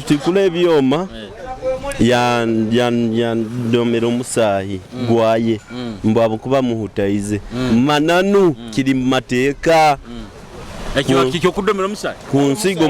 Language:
Nyoro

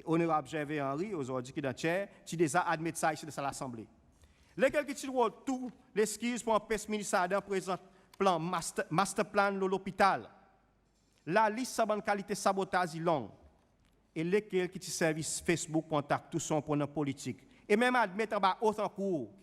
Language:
Seselwa Creole French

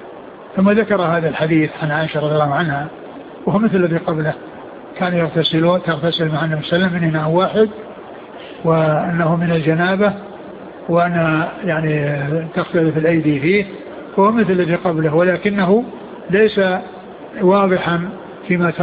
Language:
Arabic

